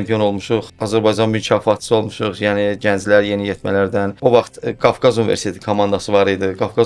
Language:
Azerbaijani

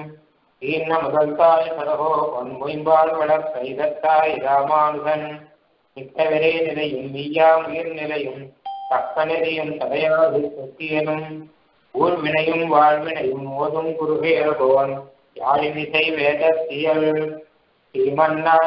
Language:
Tamil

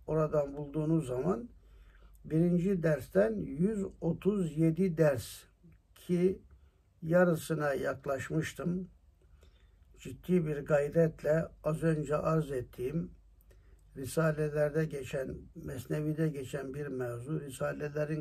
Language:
Turkish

